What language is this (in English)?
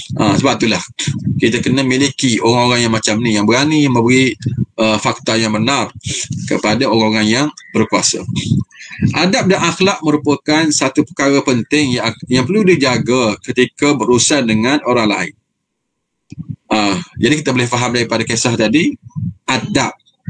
Malay